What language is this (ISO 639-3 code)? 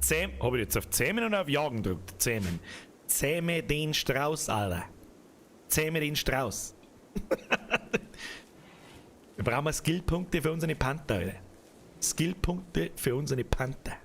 bar